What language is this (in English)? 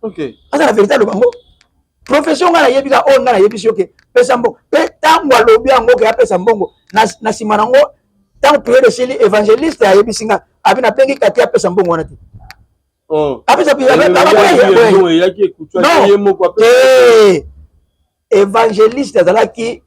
Lingala